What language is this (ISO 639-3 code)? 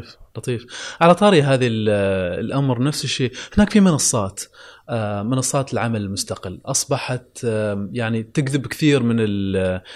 afb